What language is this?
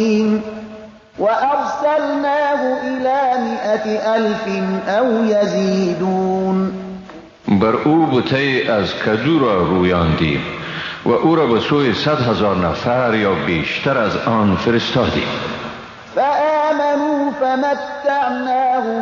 Persian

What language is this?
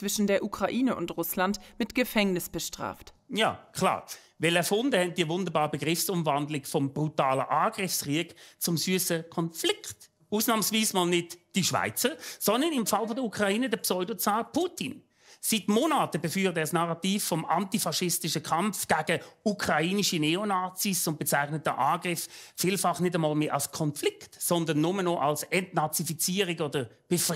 Swiss German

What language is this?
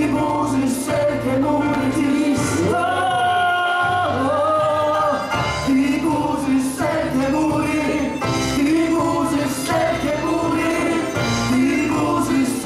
Polish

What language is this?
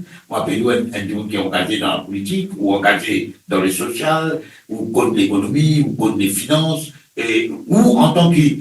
Morisyen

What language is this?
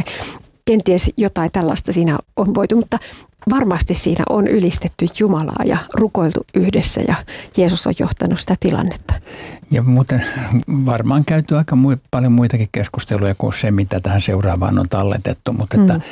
Finnish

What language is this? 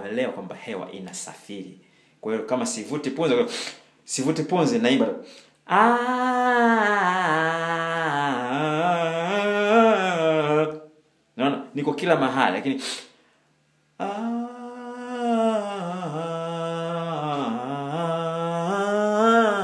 Swahili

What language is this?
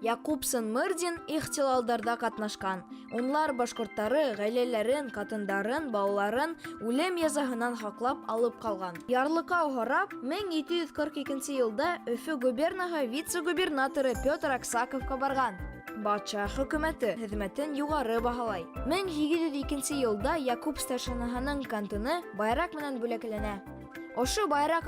Bashkir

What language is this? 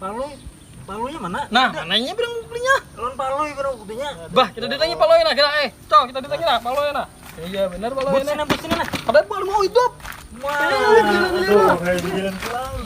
Banjar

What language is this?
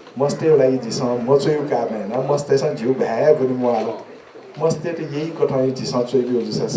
Newari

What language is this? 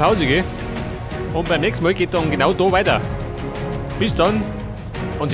Bavarian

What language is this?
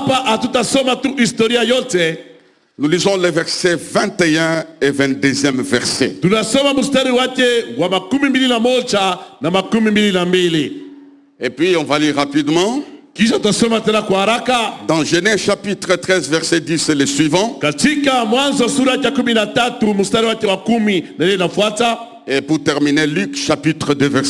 Swahili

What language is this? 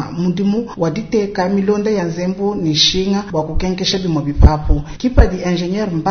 Luba-Lulua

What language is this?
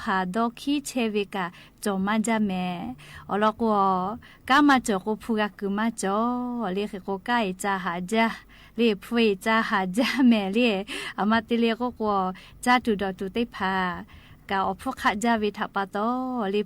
Lahu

